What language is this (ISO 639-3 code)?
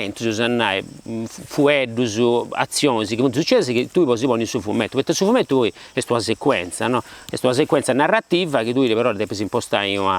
srd